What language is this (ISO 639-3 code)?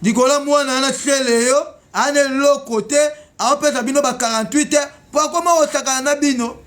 lin